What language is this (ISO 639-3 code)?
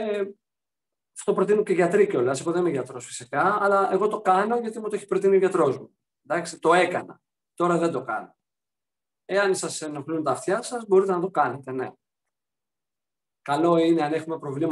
ell